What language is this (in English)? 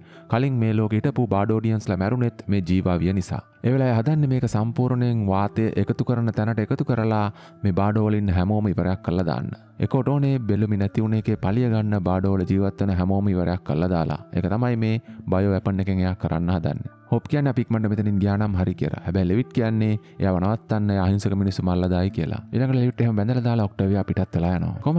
Sinhala